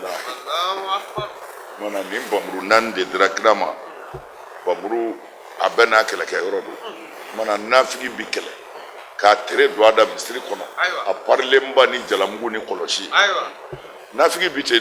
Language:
Bambara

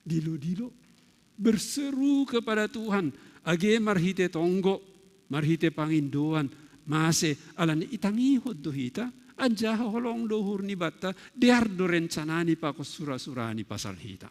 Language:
Batak Simalungun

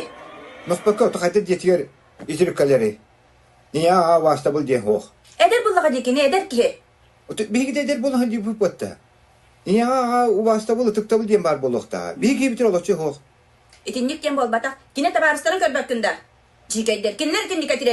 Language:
Yakut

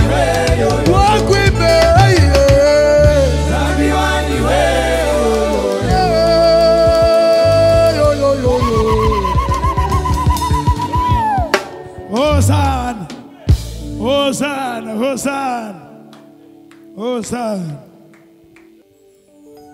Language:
Swahili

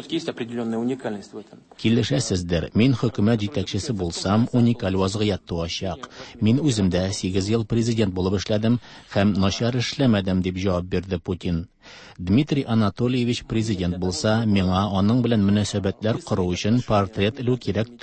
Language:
Tatar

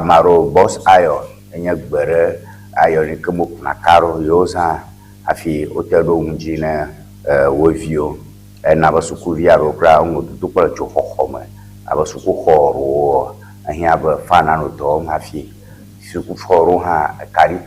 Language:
Ewe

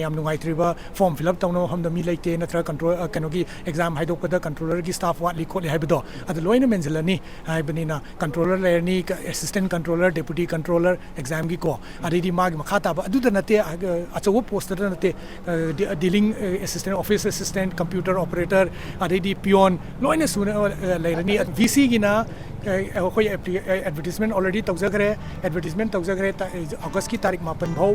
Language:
Manipuri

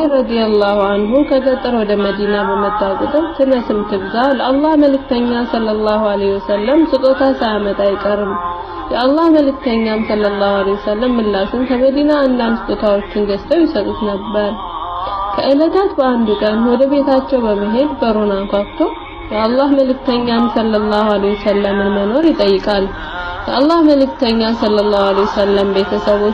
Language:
Amharic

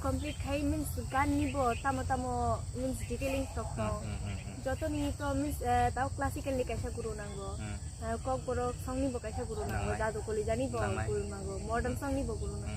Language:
Kok Borok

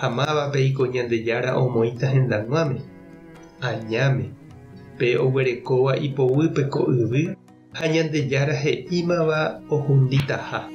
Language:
Guarani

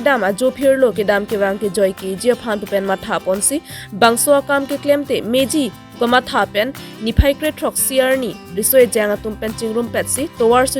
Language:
Karbi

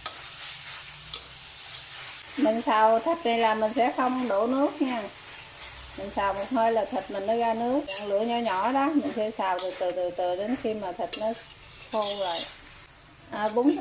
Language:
Vietnamese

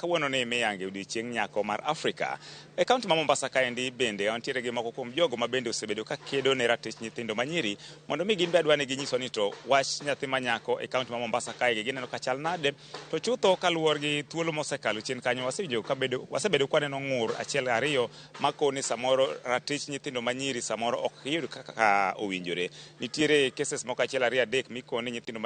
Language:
Luo (Kenya and Tanzania)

